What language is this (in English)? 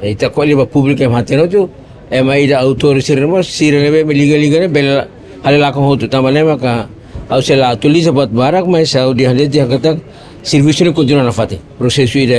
Tetum